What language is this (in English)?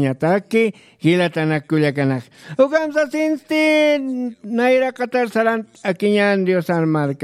Aymara